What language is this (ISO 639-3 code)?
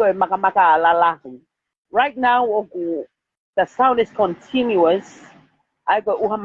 ton